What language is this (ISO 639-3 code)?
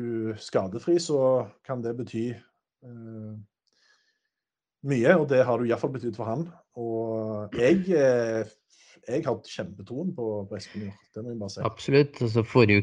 nor